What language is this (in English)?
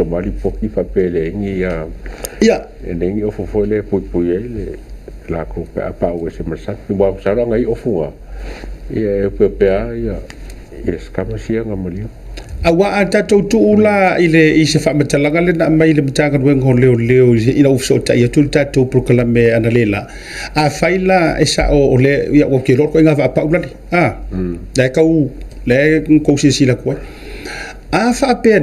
Samoan